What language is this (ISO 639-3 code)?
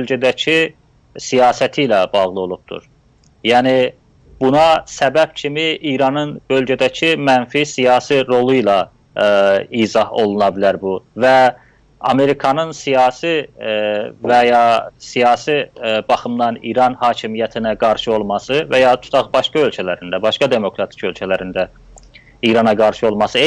azb